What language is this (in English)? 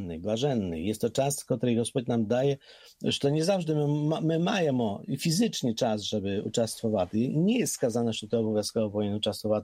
Polish